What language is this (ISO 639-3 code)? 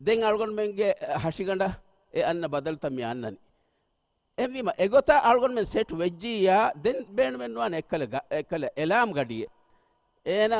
div